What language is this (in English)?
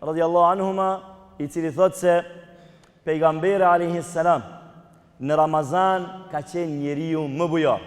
Albanian